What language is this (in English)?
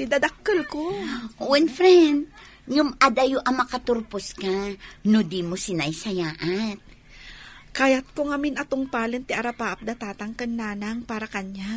Iloko